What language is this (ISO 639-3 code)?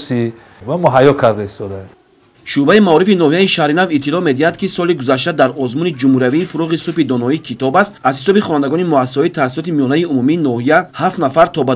tgk